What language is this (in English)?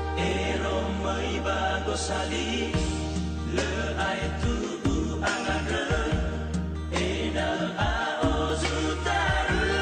Nias